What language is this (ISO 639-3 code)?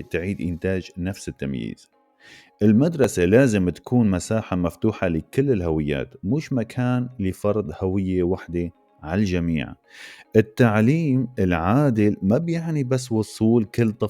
apc